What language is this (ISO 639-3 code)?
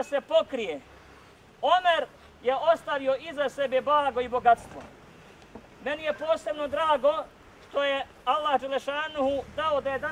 bos